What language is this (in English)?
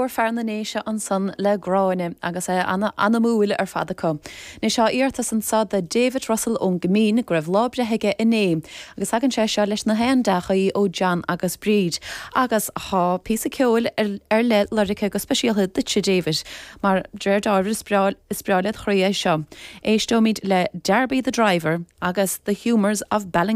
Irish